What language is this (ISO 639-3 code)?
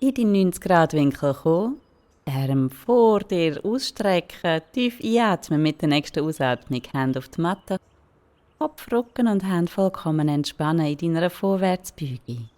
gsw